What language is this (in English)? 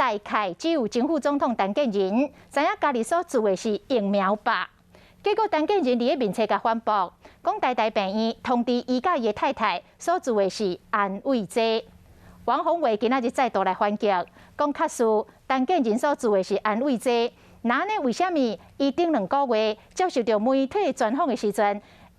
Min Nan Chinese